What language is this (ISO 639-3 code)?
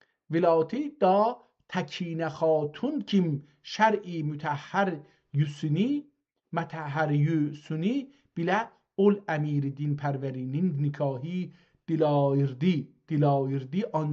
azb